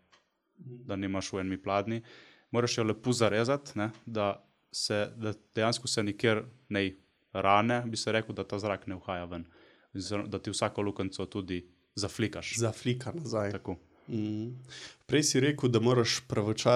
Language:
Slovenian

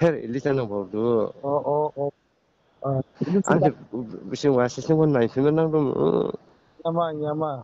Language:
Dimasa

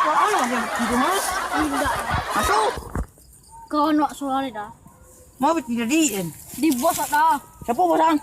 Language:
Minangkabau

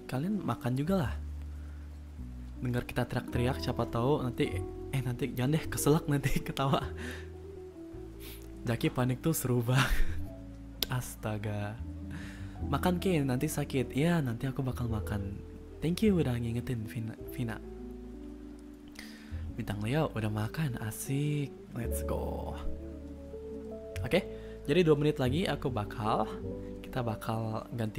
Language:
Indonesian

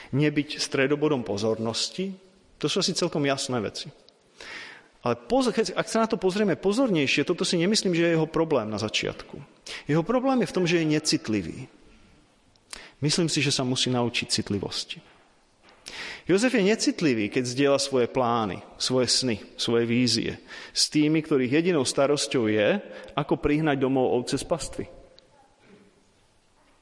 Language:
Slovak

